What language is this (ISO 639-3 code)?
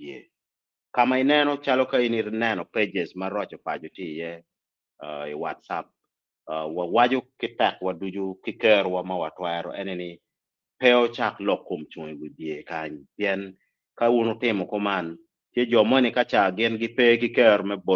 ach